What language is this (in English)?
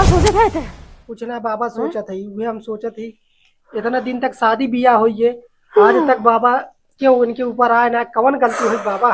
Awadhi